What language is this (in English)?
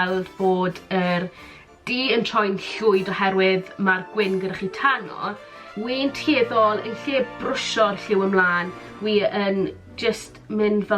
Welsh